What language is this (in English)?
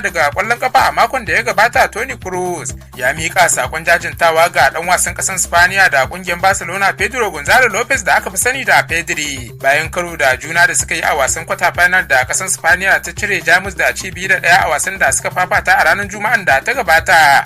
Hausa